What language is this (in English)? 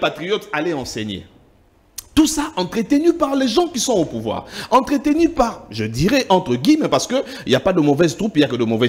French